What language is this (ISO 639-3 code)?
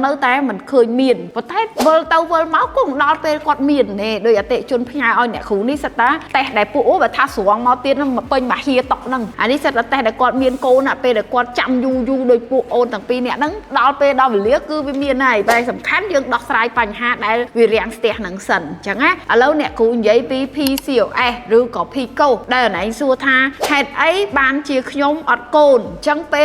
khm